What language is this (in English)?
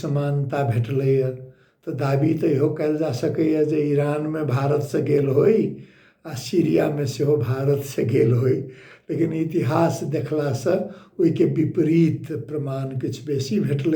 Maithili